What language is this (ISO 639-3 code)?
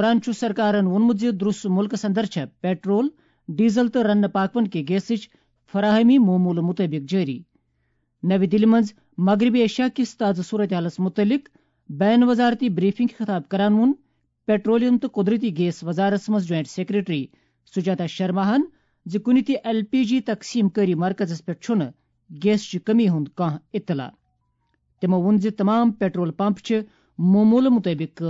kas